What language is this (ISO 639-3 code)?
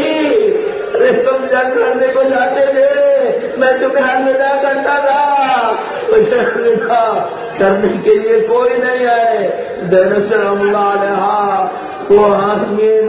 urd